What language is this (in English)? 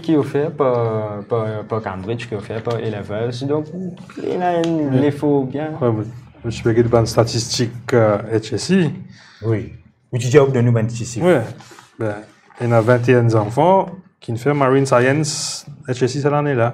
Morisyen